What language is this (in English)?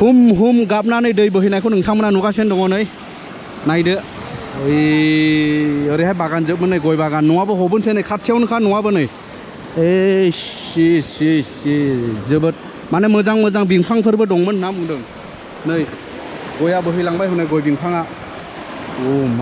Bodo